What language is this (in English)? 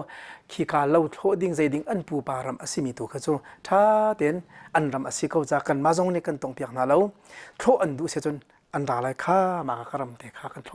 Hakha Chin